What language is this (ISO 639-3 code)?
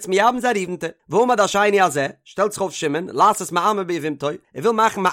yid